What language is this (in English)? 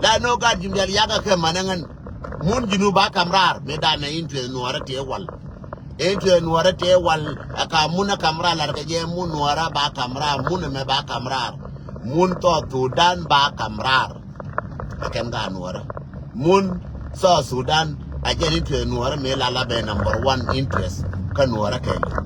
Nuer